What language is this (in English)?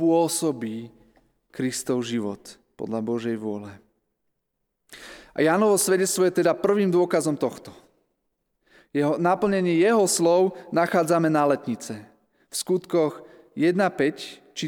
Slovak